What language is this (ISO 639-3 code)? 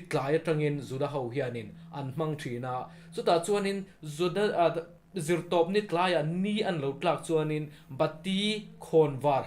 lus